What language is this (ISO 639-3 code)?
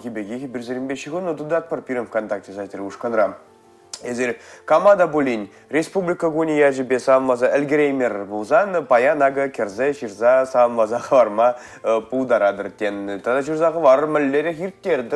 chv